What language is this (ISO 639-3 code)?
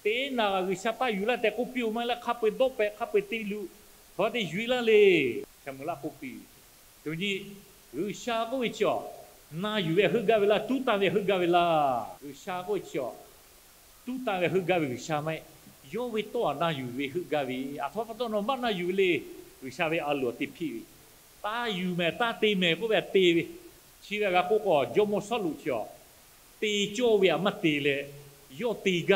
lhu